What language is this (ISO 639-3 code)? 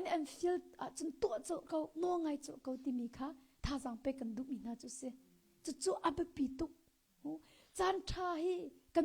cnh